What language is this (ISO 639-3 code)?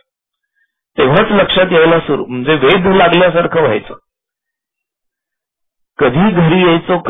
mar